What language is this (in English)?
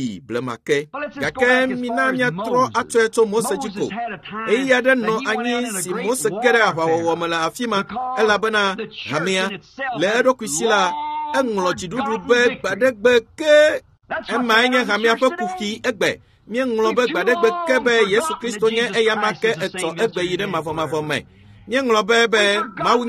Ewe